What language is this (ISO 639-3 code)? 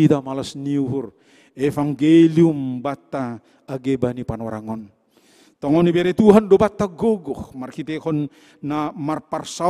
bts